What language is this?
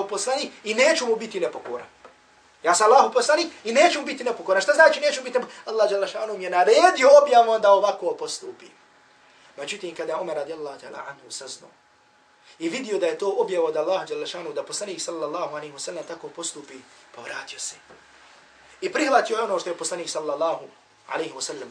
Bosnian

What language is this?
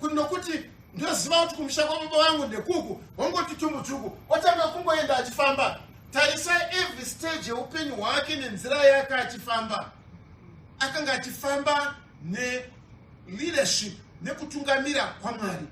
Shona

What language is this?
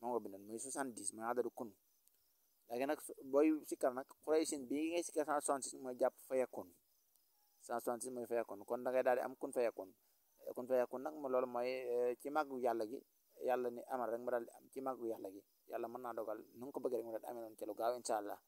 Wolof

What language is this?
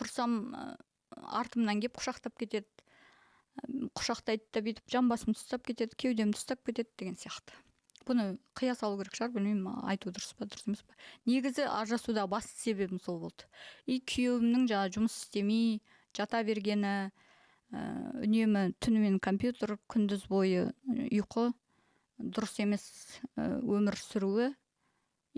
Kazakh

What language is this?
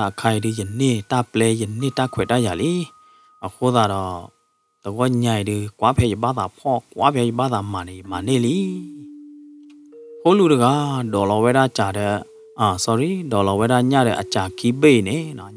S'gaw Karen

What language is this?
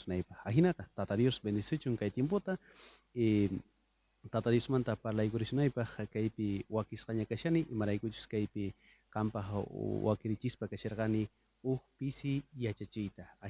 South Bolivian Quechua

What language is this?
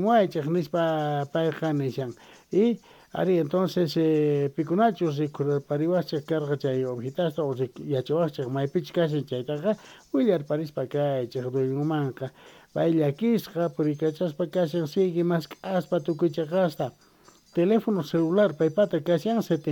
Quechua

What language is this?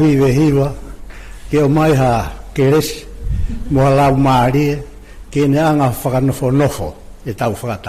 Tongan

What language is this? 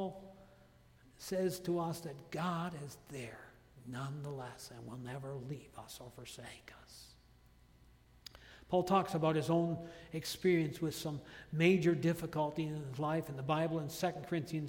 English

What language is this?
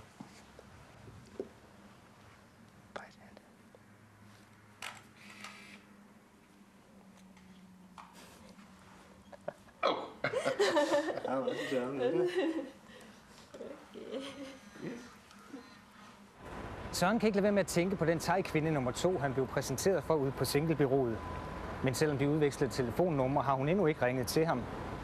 Danish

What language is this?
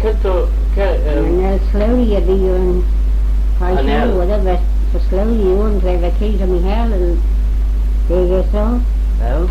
Manx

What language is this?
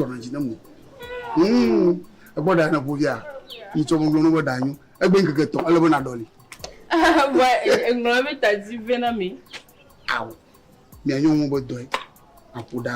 Ewe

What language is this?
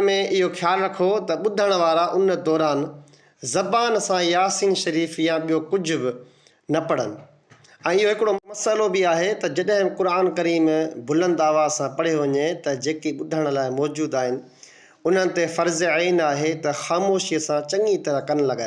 Sindhi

